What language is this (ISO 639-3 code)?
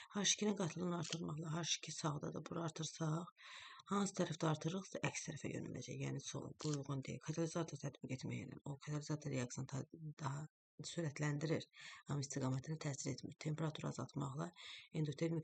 aze